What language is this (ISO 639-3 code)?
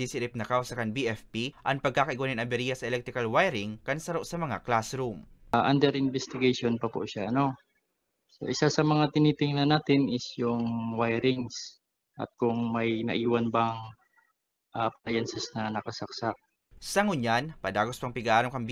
bik